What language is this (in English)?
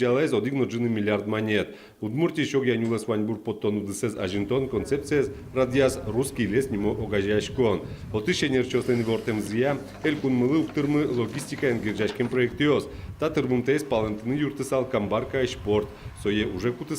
Udmurt